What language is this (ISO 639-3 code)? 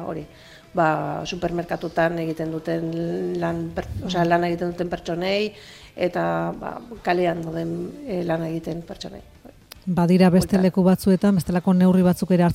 eus